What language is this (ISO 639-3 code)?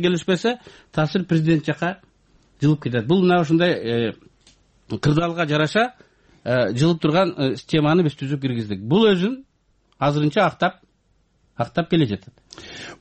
kir